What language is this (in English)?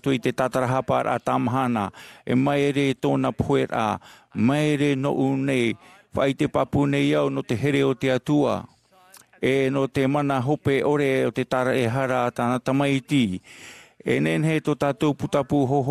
Tahitian